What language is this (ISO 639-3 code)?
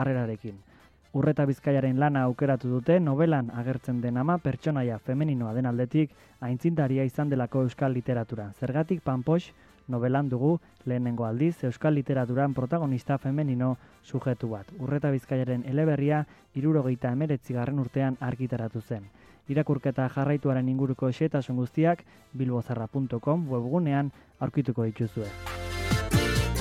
eus